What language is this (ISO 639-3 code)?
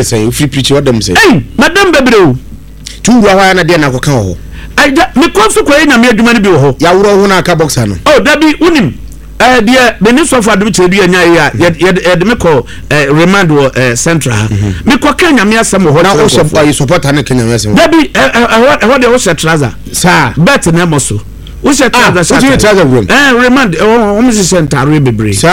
aka